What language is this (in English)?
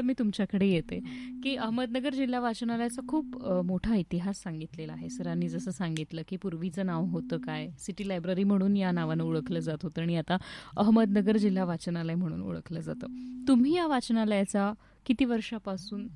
Marathi